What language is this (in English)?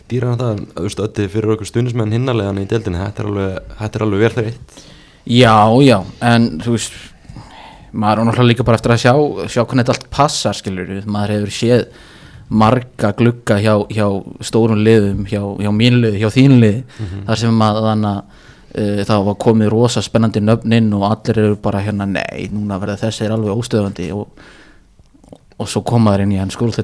Icelandic